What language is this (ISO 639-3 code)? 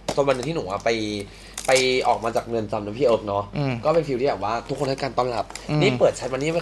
tha